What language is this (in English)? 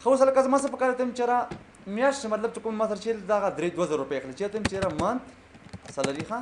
Pashto